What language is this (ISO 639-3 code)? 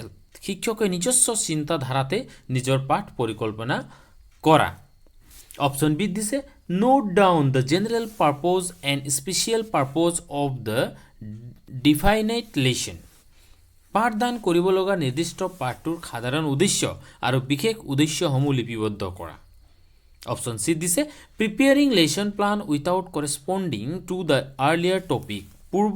asm